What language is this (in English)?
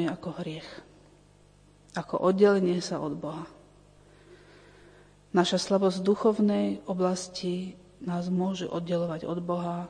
Slovak